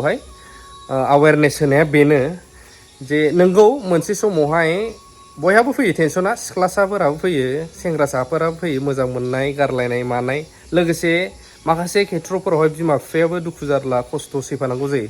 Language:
Bodo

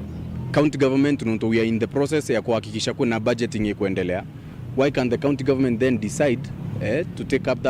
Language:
Meru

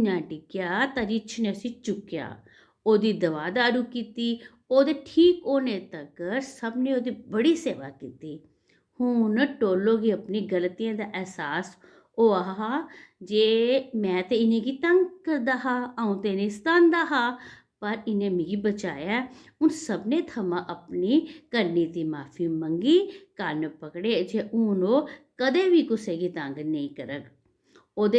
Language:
Dogri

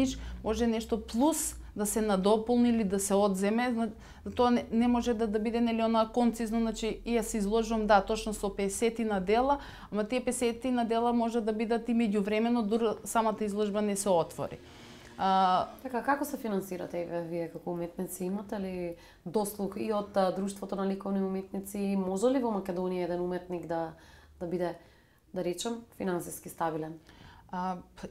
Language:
Macedonian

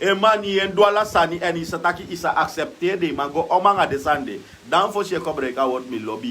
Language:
Sranan Tongo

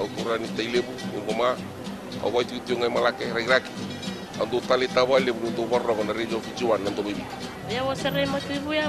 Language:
Fijian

